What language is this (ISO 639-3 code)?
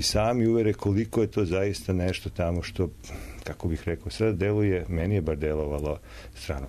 srp